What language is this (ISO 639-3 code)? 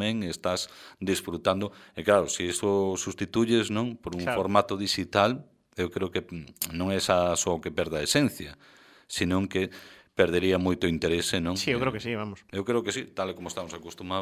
glg